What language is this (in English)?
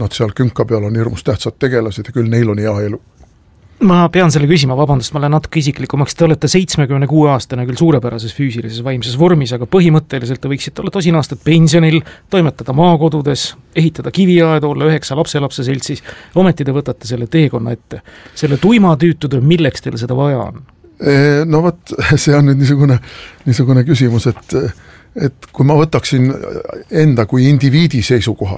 Estonian